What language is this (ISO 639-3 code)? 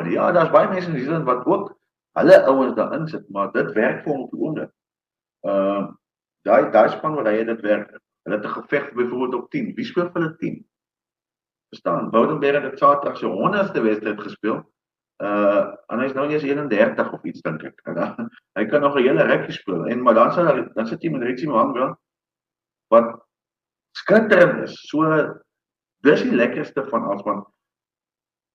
afr